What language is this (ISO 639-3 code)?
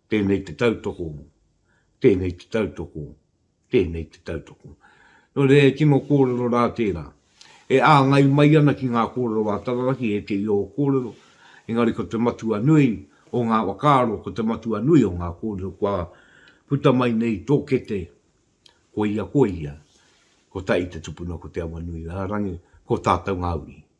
mri